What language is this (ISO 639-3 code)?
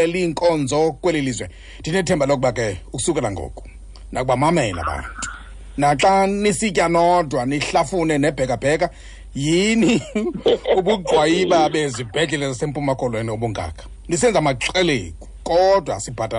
xho